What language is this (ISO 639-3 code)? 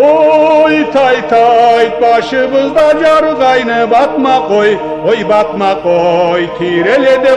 krc